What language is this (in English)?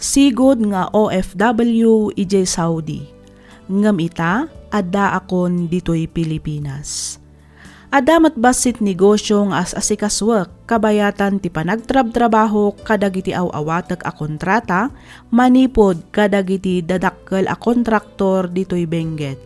Iloko